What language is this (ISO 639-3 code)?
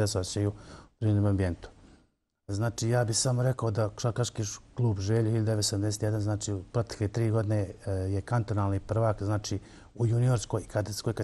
bos